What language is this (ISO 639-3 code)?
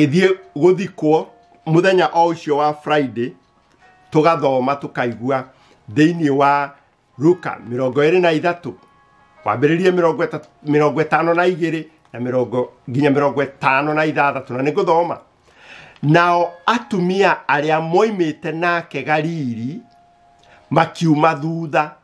kik